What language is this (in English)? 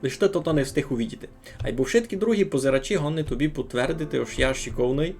Rusyn